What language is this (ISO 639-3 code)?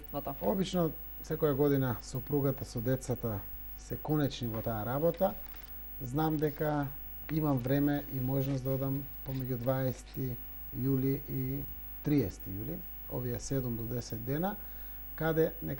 mkd